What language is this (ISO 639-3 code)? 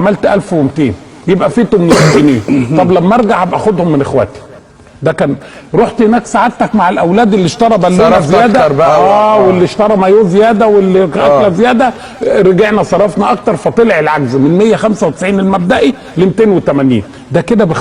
arz